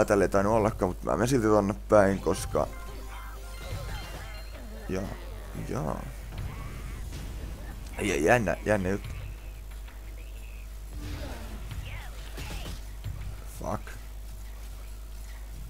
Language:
Finnish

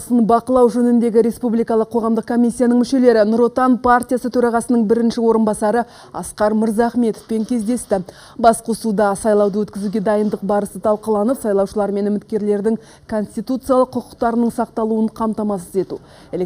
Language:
Kazakh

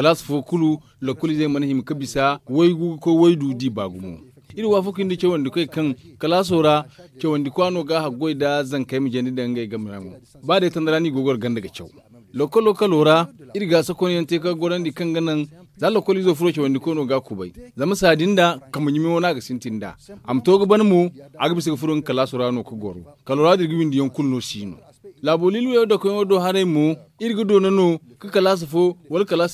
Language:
Zarma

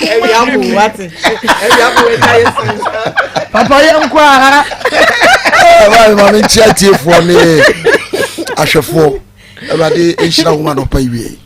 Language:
Akan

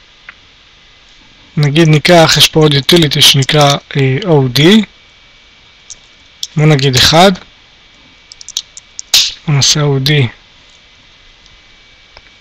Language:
Hebrew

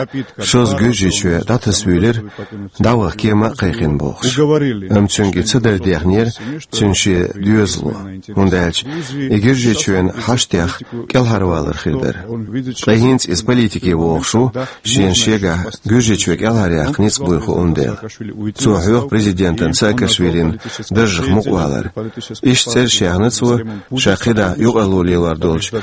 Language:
Chechen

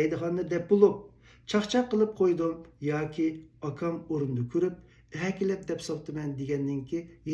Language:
Uyghur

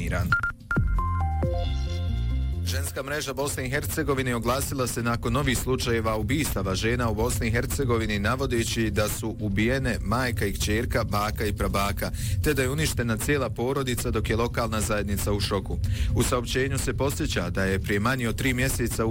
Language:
Bosnian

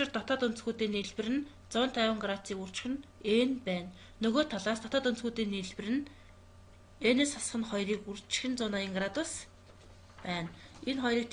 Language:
Mongolian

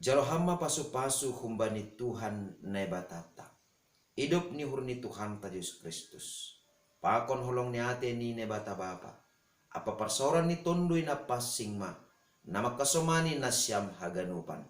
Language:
Batak Simalungun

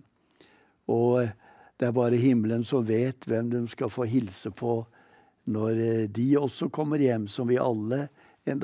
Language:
Norwegian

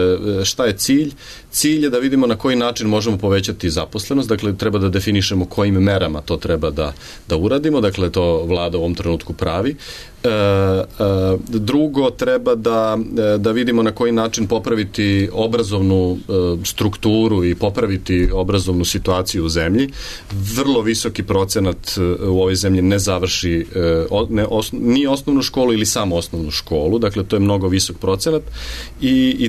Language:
Serbian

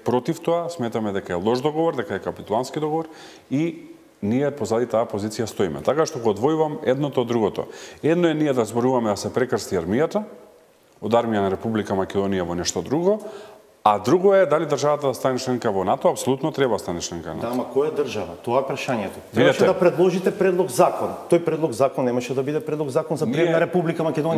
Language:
Macedonian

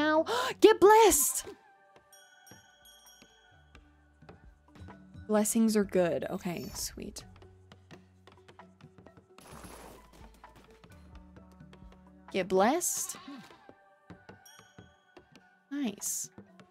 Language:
English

